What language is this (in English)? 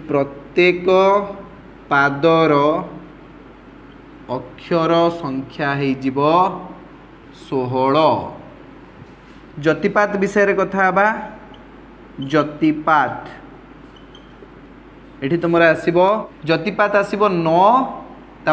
Odia